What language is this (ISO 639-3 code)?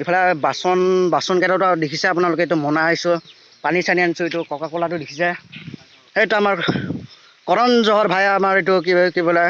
asm